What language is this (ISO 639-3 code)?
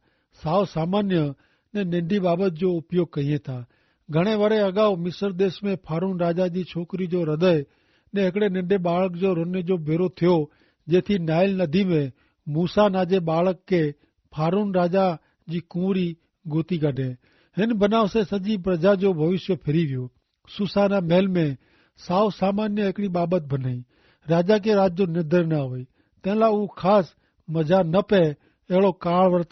kfr